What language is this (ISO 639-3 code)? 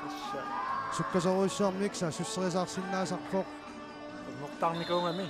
kal